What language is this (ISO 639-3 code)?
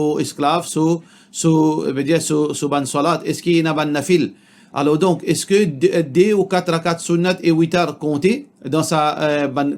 mfe